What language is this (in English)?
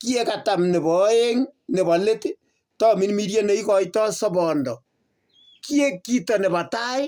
Kalenjin